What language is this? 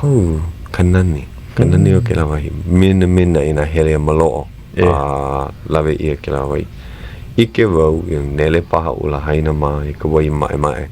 Hawaiian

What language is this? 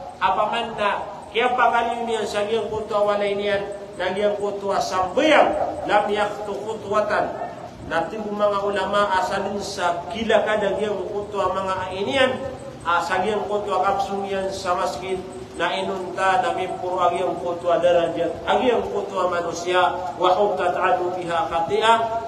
Maranao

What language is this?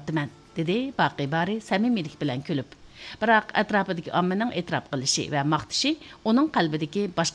Uyghur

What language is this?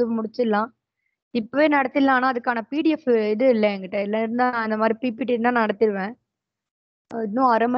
Tamil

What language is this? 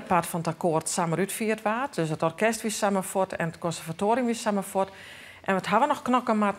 Western Frisian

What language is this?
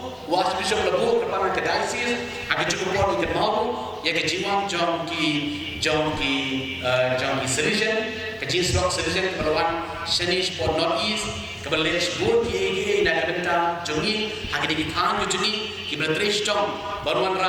Khasi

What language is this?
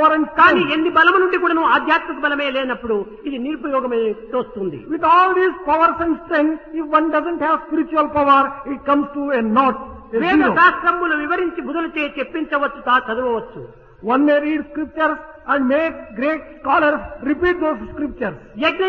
Telugu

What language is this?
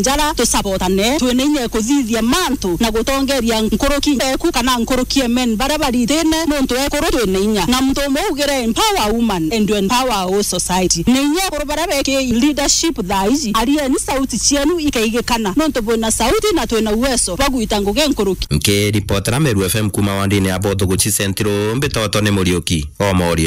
Meru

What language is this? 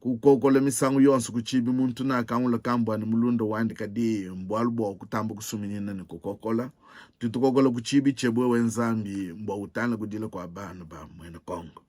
Luba-Lulua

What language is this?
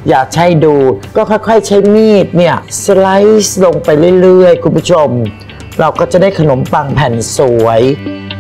Thai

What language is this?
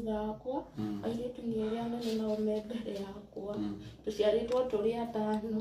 Kikuyu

